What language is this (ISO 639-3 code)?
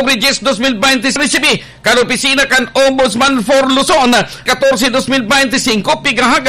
bik